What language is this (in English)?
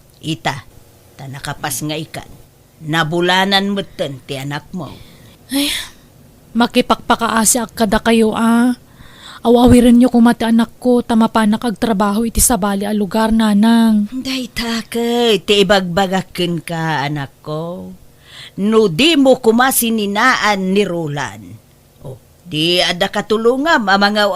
Iloko